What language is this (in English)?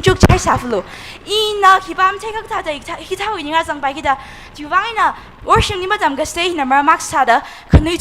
Tangkhul Naga (India)